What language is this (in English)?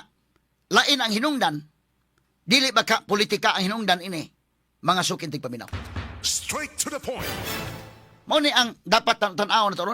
Cebuano